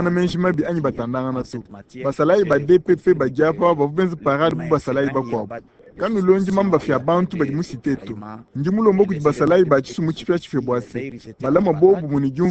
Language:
Luba-Lulua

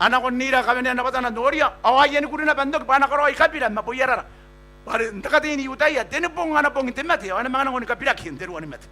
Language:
Gilbertese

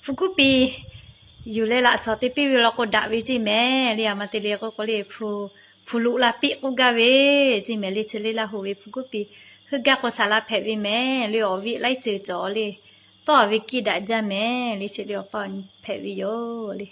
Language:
Lahu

